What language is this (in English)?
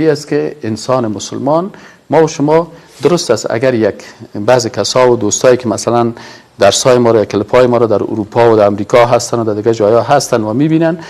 Persian